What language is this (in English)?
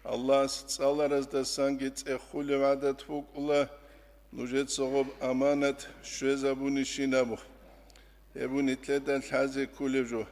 Avaric